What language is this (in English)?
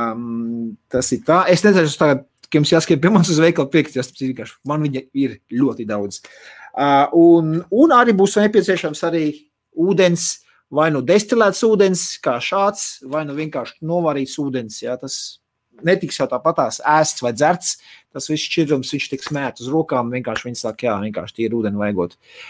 Latvian